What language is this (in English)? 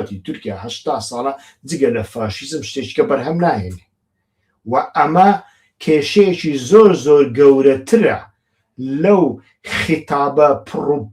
Central Kurdish